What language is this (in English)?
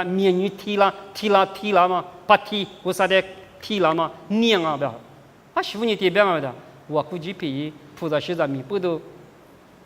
Lisu